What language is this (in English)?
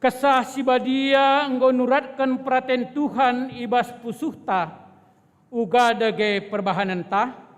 Batak Karo